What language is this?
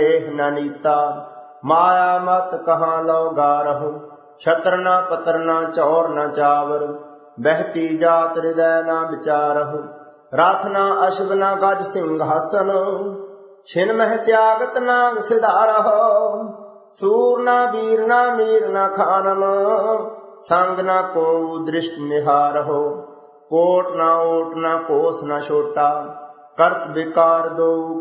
Punjabi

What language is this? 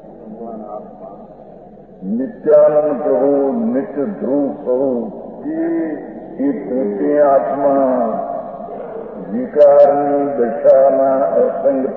Gujarati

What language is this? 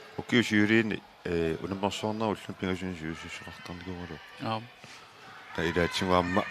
Kalaallisut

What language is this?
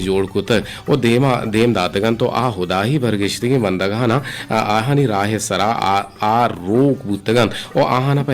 Eastern Balochi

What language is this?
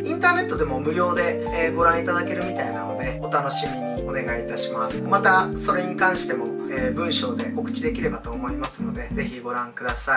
Japanese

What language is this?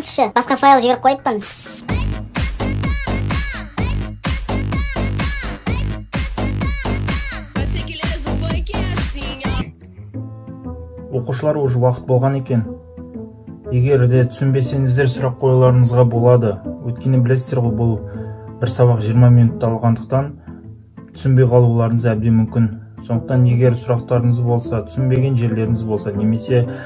Kazakh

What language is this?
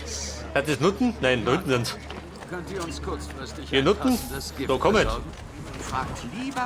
Bavarian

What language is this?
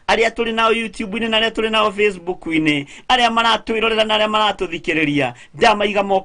Kikuyu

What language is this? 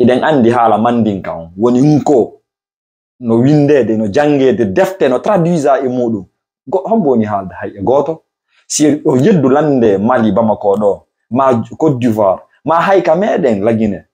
Fula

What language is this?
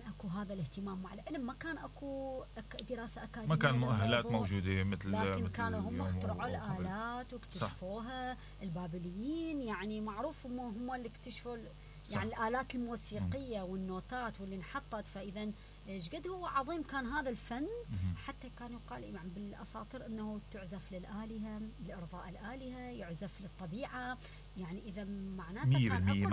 Mesopotamian Arabic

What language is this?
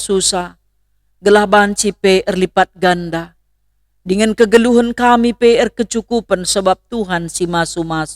Batak Karo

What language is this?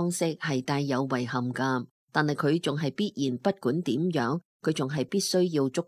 Cantonese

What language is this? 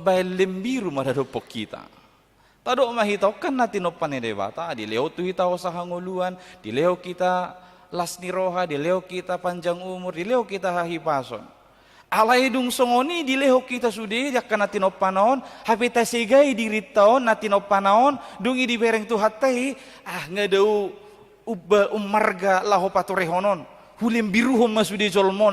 Batak Toba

